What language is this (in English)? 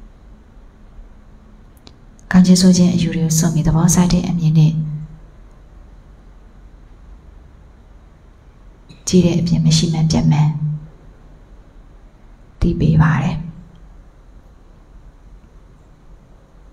Burmese